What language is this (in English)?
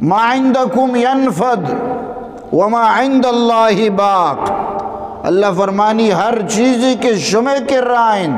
Eastern Balochi